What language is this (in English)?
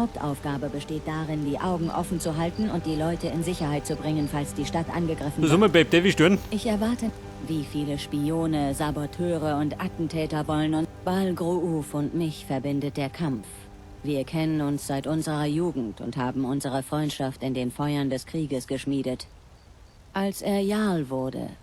Bavarian